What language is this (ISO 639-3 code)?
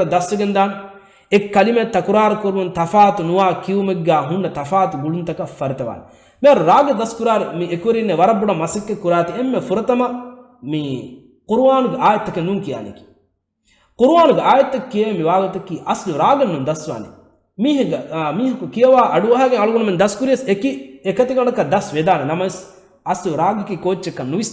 div